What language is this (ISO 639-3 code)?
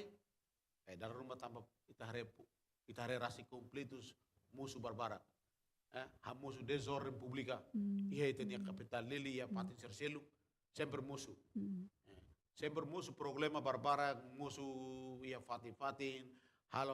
tet